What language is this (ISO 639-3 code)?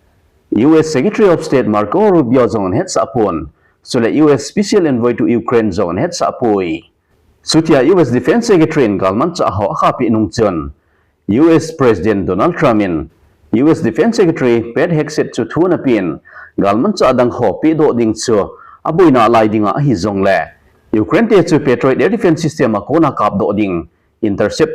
tcz